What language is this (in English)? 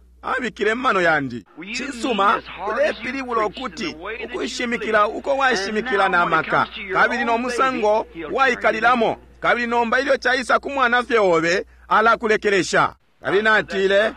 Bemba